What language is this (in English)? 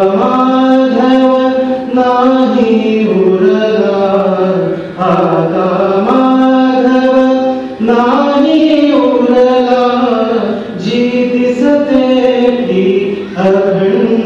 Marathi